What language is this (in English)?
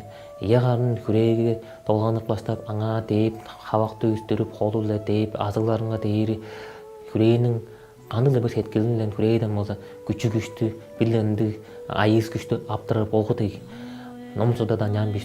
Tuvinian